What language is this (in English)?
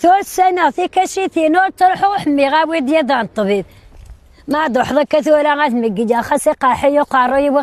Kabyle